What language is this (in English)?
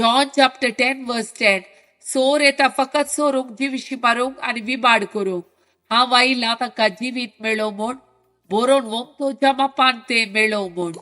Konkani